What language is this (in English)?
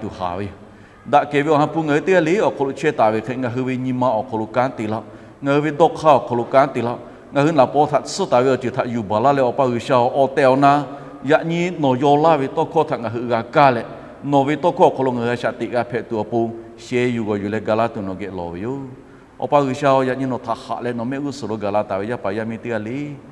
Lahu